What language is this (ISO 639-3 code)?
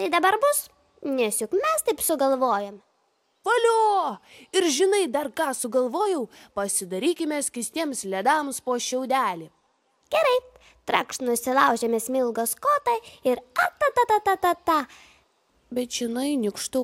lit